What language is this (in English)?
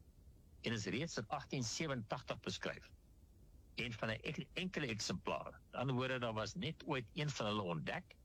Afrikaans